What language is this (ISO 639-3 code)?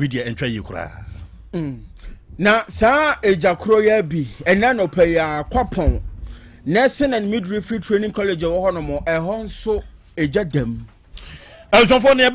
aka